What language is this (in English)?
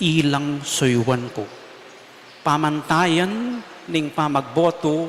Pampanga